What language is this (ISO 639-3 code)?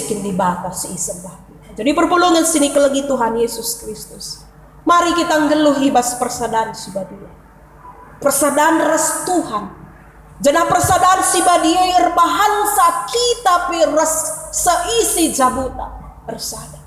btx